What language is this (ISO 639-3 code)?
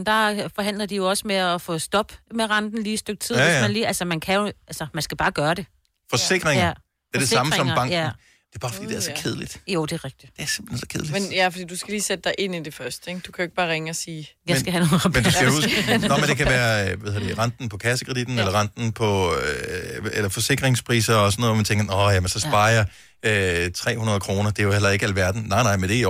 dan